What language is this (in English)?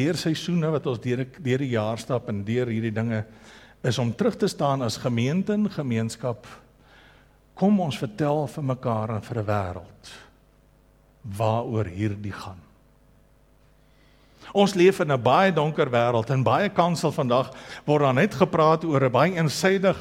Afrikaans